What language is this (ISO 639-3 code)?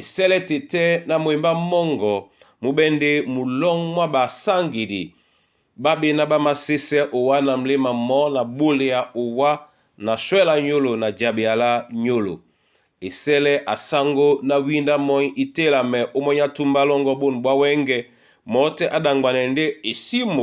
dua